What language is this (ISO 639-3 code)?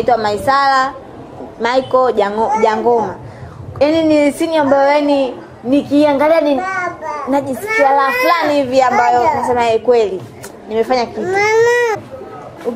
swa